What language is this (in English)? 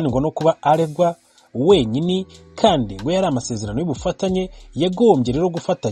Kinyarwanda